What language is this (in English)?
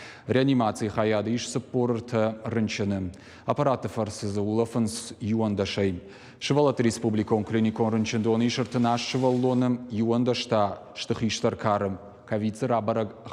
Ossetic